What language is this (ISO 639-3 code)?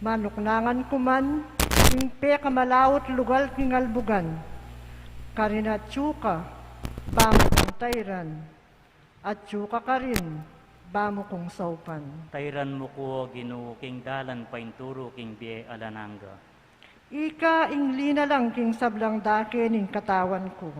pam